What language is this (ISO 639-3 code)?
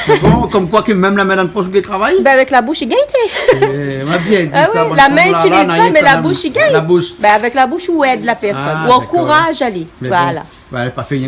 rcf